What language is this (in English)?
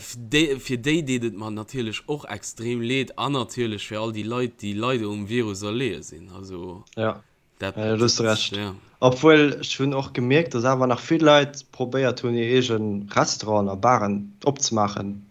Luxembourgish